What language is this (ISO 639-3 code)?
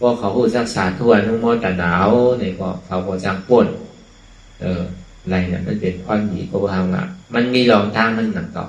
shn